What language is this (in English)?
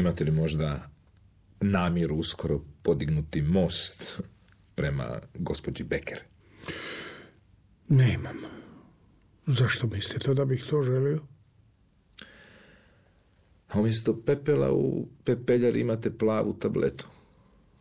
Croatian